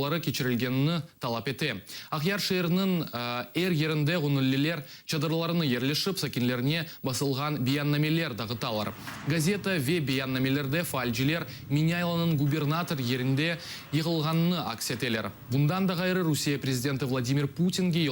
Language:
Crimean Tatar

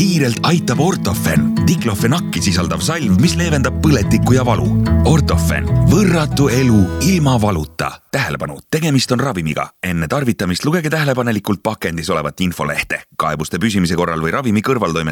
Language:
Estonian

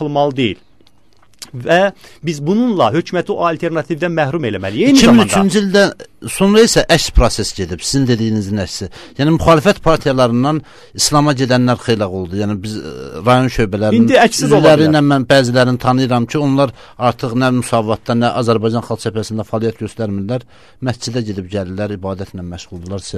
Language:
Azerbaijani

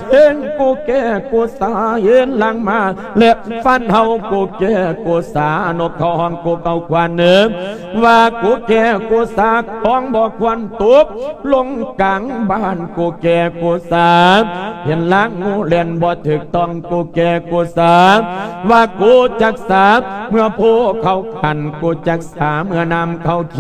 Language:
Lao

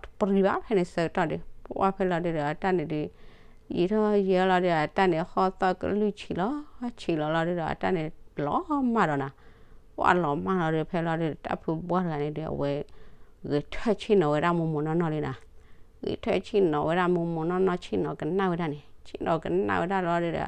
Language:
S'gaw Karen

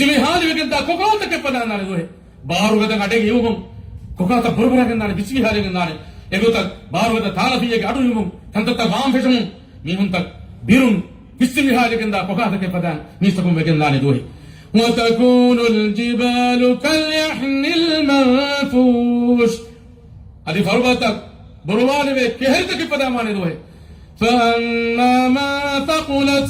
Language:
Divehi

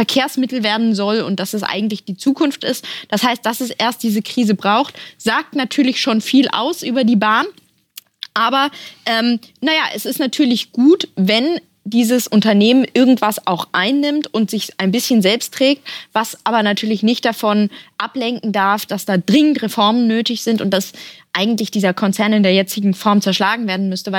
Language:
German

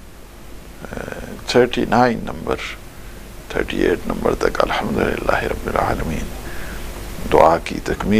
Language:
Urdu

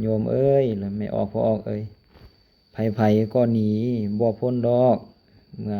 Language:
Lao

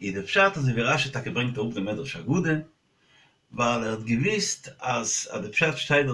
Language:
Yiddish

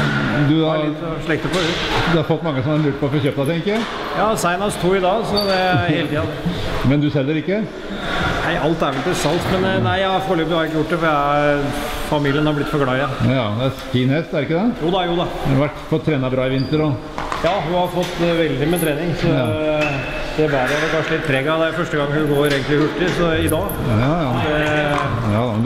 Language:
Norwegian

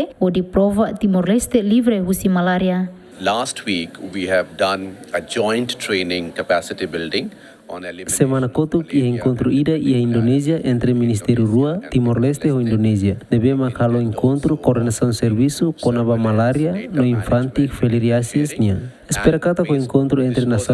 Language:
Tetum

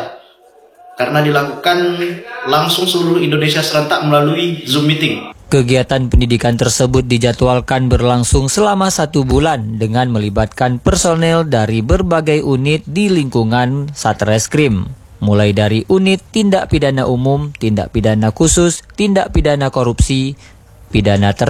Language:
Indonesian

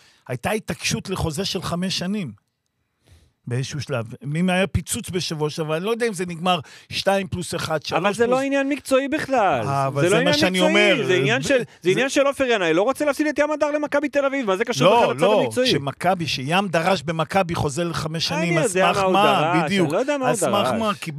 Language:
Hebrew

